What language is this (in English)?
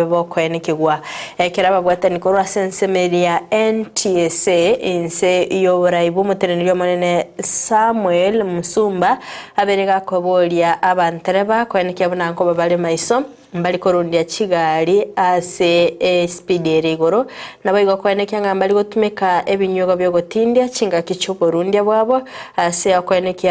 Gusii